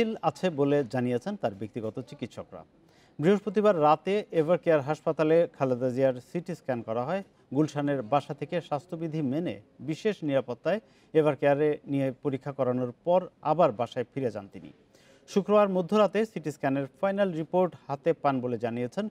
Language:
Bangla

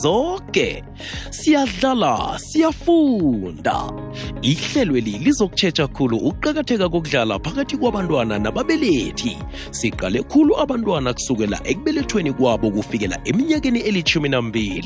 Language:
South Ndebele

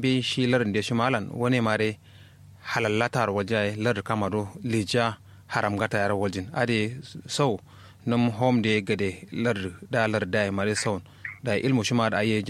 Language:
Kanuri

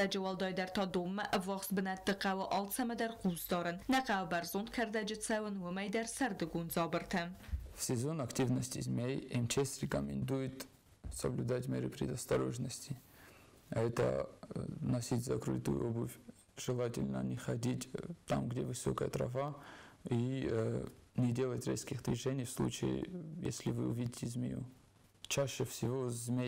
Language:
Ossetic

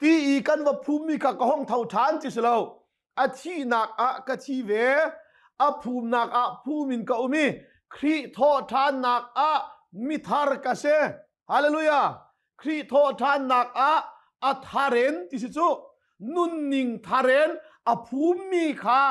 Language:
Hakha Chin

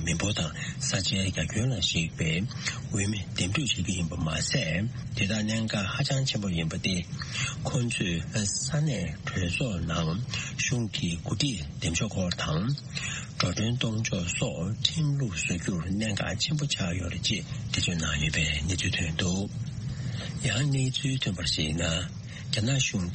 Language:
Tibetan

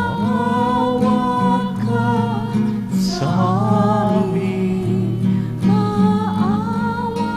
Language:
Pampanga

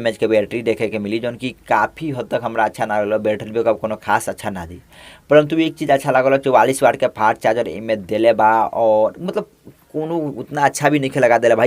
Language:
Bhojpuri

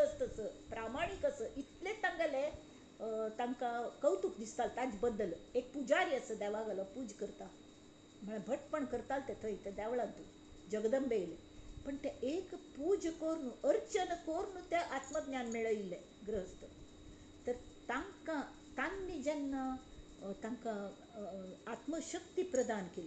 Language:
Konkani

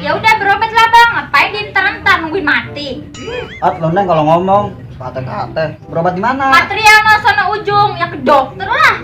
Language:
Betawi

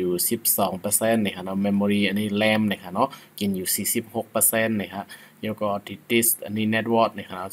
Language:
Shan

